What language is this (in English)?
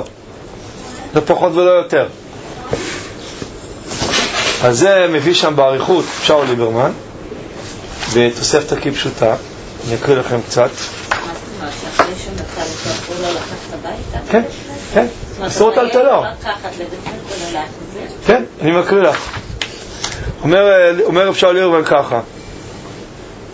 Hebrew